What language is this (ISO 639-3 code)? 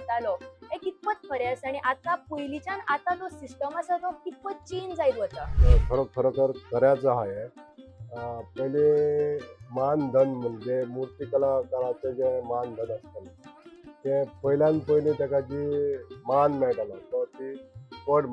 kok